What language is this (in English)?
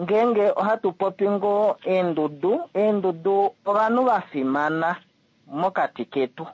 Kuanyama